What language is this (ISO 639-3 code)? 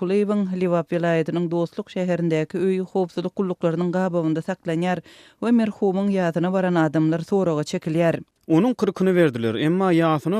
tuk